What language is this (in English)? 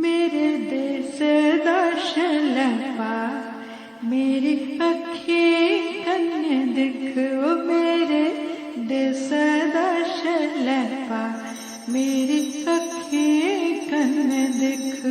Dogri